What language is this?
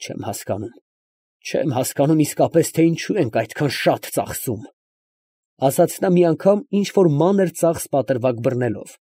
Armenian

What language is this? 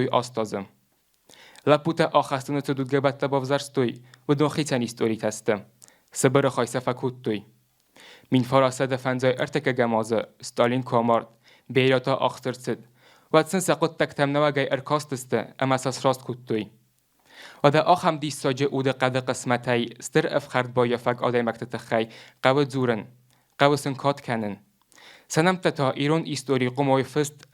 Ossetic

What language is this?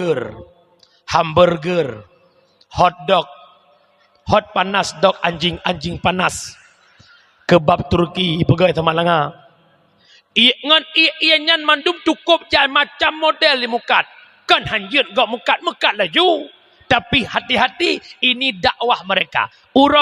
Achinese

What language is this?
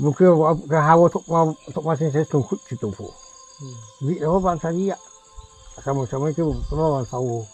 Riang (India)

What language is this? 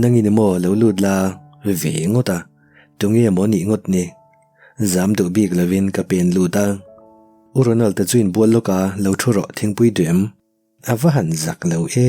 Mizo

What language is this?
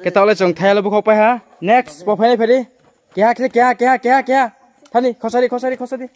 Riang (India)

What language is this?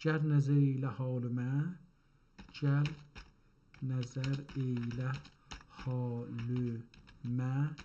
South Azerbaijani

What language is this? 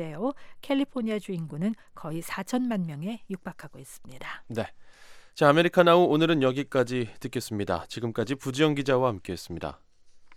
Korean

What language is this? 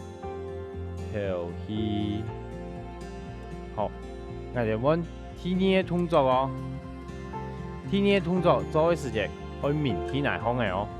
Hakka Chinese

